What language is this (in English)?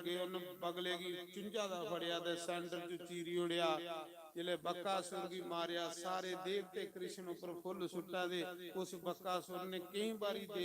Dogri